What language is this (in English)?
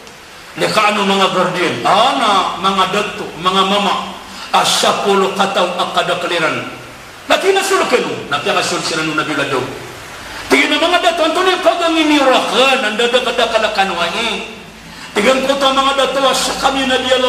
Maranao